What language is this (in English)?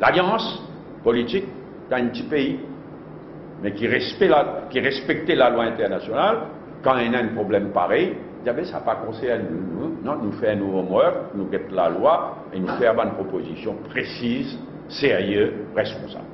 Morisyen